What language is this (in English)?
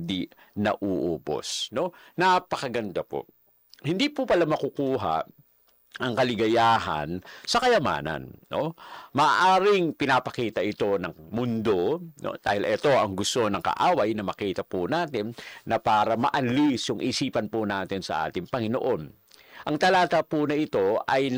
Filipino